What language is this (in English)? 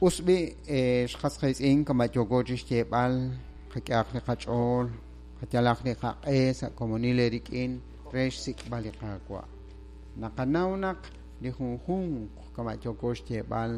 Kekchí